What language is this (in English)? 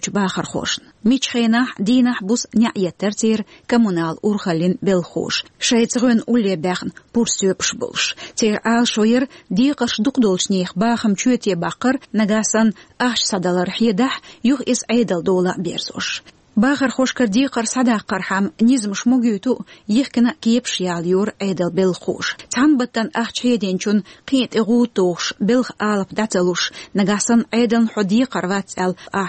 Chechen